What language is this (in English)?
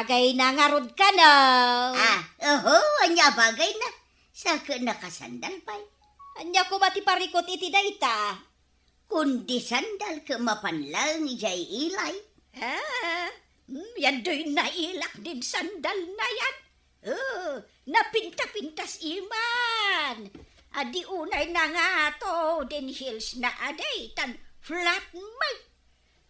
Iloko